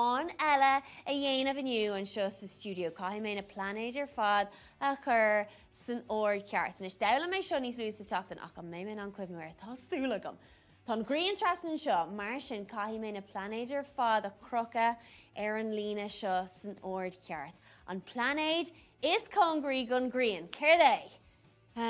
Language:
Irish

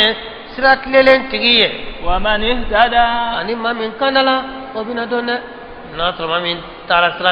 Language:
Bambara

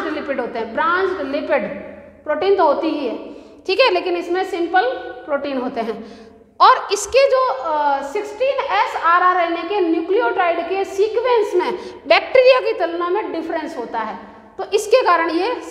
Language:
Hindi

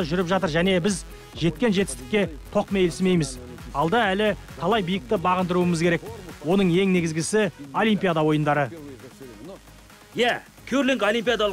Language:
Kazakh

